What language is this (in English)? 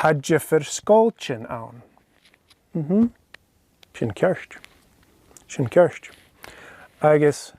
Scottish Gaelic